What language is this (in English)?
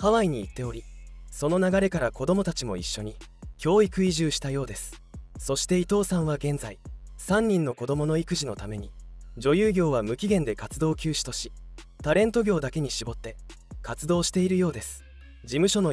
Japanese